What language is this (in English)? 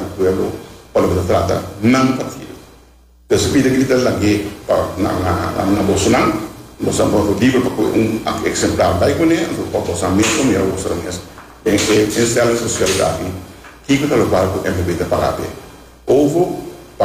Papiamento